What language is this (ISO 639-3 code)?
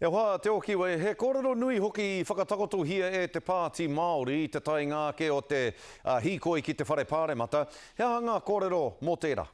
mri